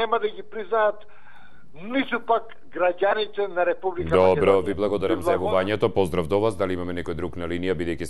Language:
Macedonian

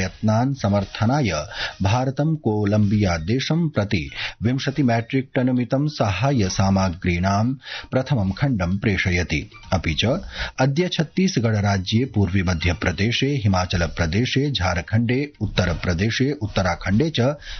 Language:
Sanskrit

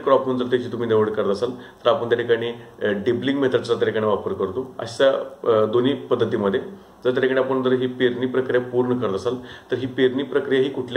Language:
Marathi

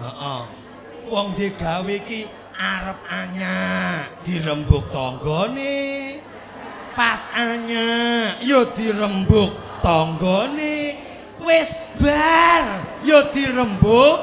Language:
Javanese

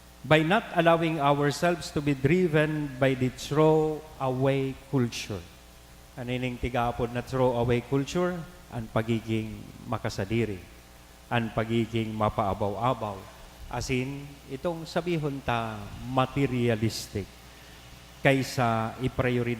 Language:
Bikol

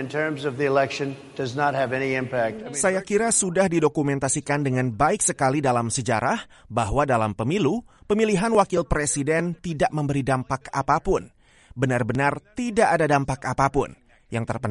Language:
Indonesian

